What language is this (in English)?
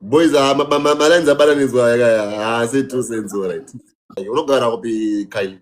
Shona